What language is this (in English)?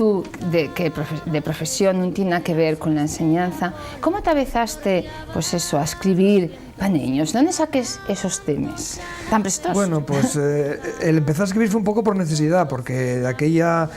Asturian